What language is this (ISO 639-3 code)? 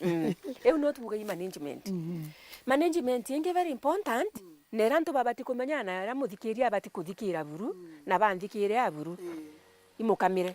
mer